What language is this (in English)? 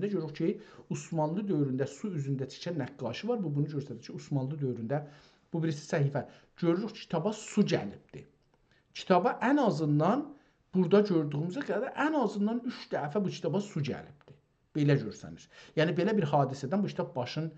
South Azerbaijani